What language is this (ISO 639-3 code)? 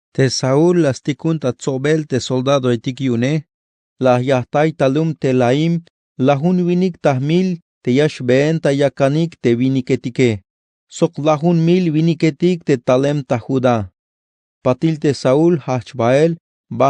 tzh